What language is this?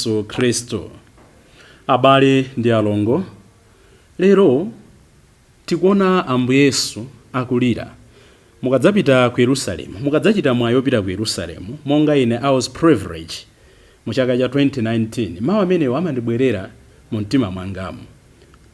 Nyanja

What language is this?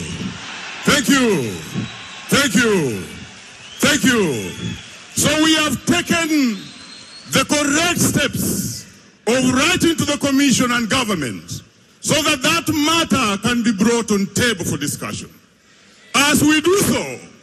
Gusii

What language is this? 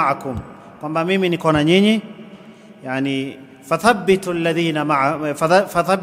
Swahili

